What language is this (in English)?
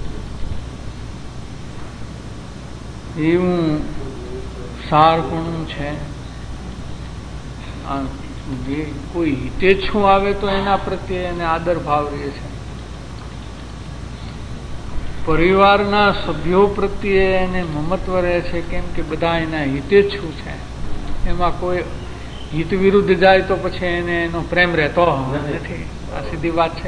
Gujarati